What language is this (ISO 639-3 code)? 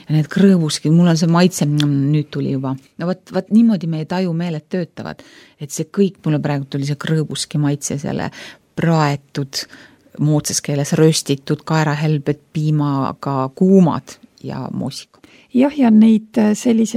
est